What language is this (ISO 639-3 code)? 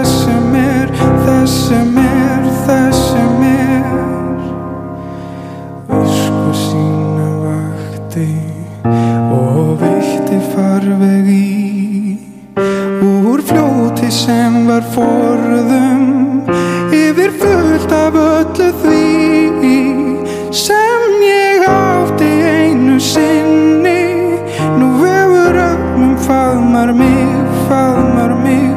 isl